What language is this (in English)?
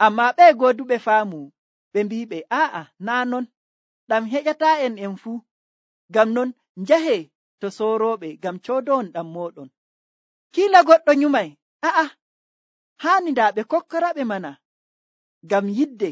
Nigerian Fulfulde